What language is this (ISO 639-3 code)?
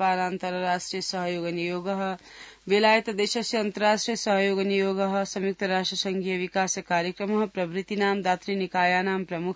san